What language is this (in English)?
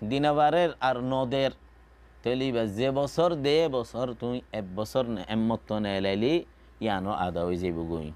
Rohingya